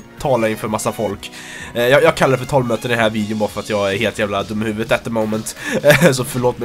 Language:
Swedish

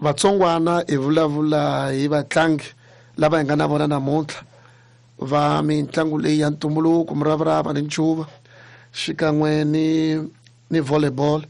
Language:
Tsonga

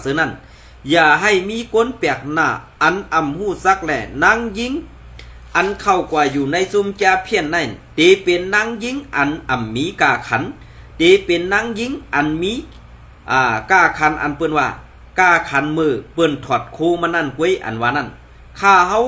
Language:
Shan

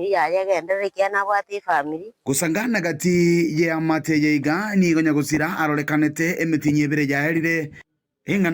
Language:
Gusii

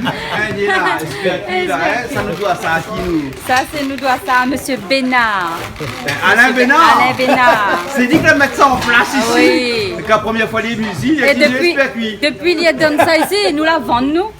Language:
Réunion Creole French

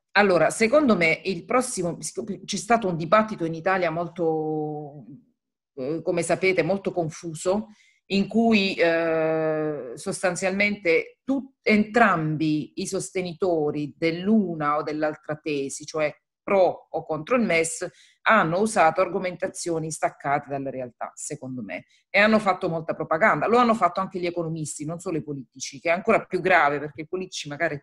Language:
Italian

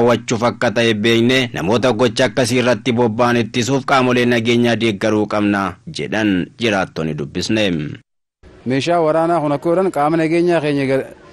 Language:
Oromo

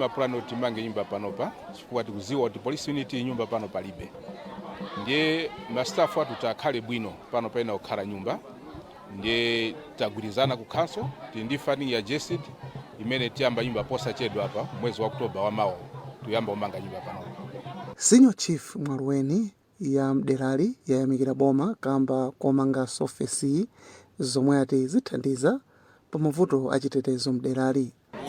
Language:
Nyanja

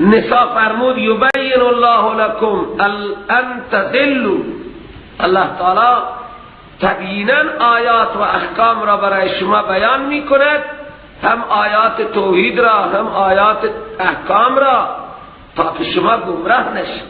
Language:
Persian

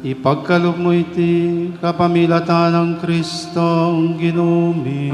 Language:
Pampanga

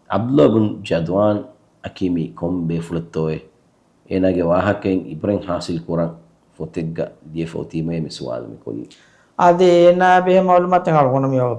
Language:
Divehi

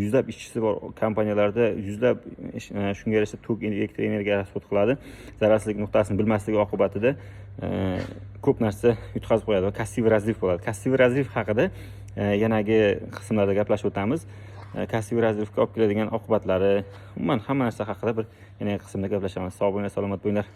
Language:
Uzbek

